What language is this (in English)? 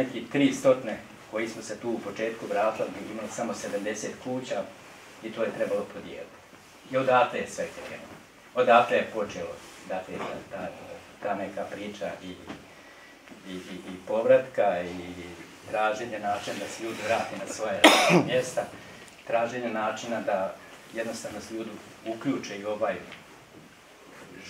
Bosnian